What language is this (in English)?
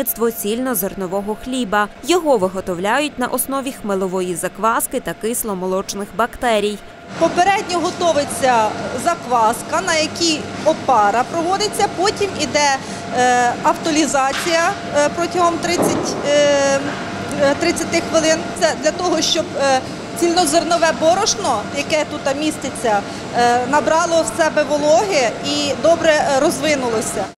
Ukrainian